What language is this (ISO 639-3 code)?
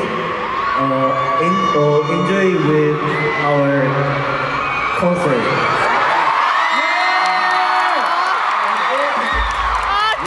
eng